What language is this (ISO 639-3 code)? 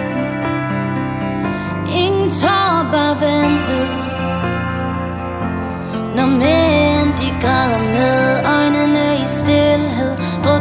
dan